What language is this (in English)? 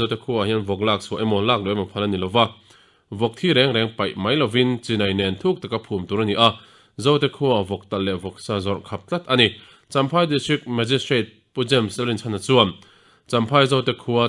Mizo